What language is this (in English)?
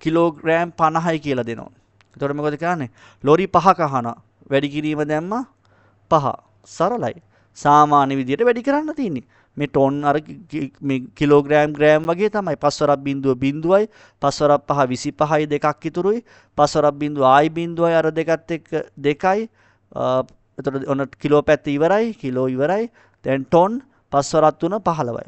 Sinhala